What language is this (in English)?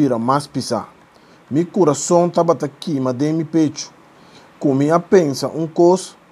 Papiamento